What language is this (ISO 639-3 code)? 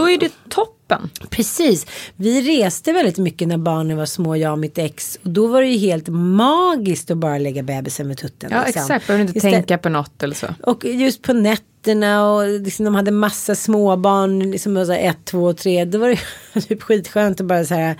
swe